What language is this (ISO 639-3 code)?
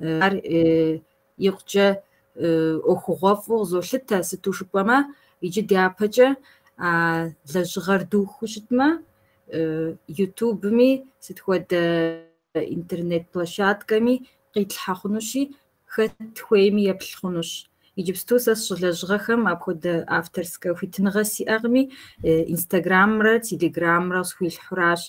kbd